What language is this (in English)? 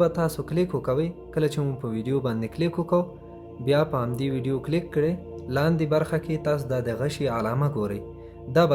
Pashto